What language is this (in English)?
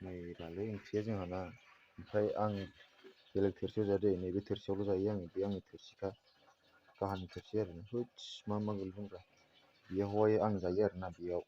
Bodo